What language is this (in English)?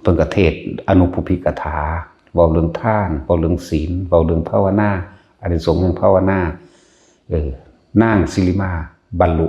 Northeastern Thai